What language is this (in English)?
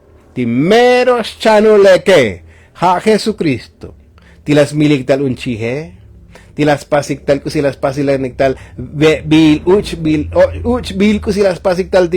Tzotzil